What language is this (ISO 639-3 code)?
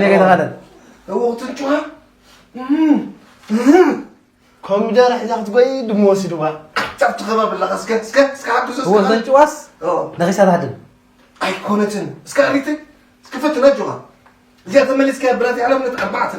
tir